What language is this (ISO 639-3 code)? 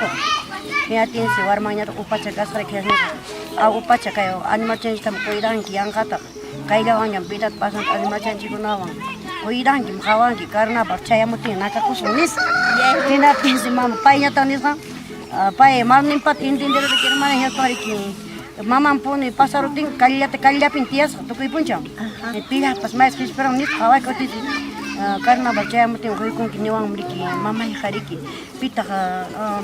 quy